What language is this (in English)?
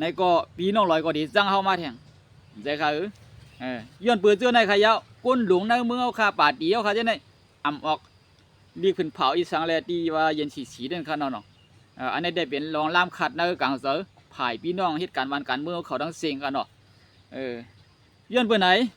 Shan